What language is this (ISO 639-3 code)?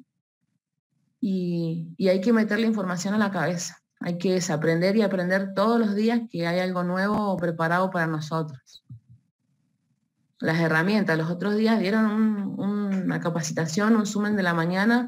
spa